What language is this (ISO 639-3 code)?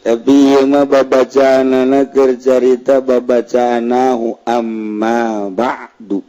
sun